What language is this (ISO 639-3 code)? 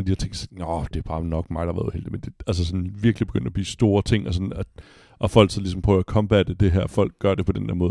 dan